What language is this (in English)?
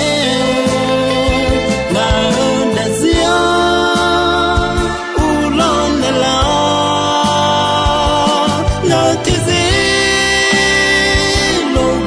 Akha